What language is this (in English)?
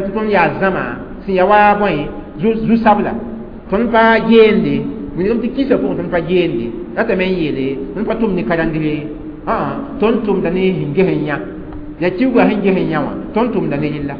Mossi